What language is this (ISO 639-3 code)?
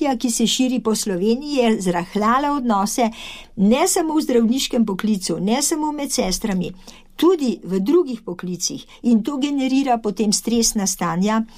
slv